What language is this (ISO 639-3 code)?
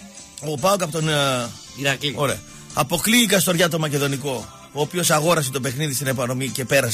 ell